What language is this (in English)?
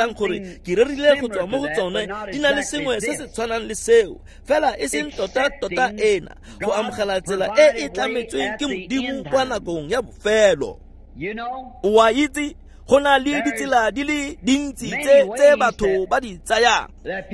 Tswana